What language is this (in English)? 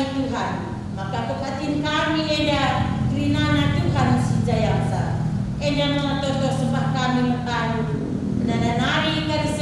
Batak Karo